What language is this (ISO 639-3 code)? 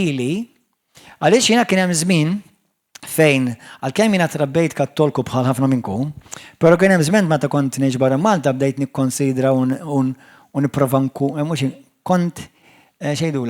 mlt